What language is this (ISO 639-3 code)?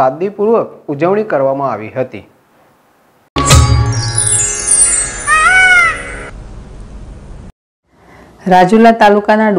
guj